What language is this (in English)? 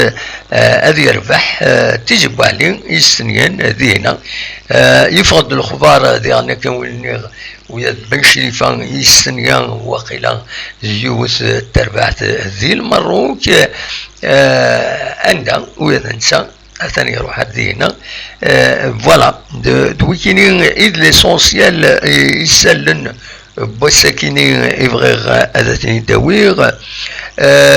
Kabyle